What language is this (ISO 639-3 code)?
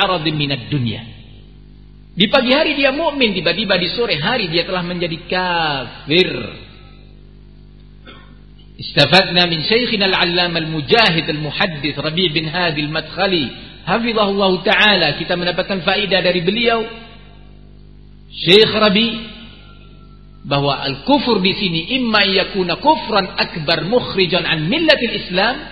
ind